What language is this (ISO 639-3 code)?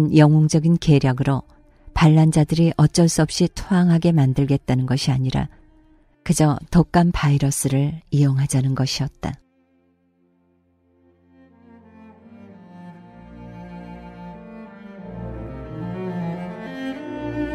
kor